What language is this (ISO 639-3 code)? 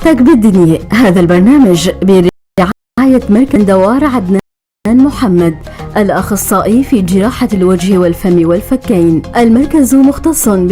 apc